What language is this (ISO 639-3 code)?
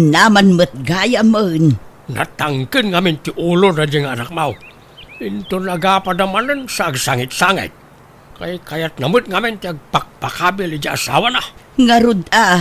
ilo